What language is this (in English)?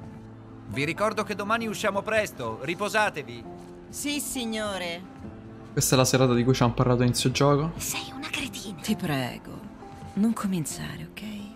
Italian